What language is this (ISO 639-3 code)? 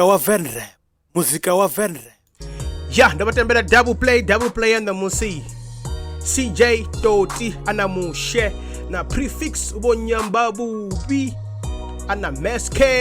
ven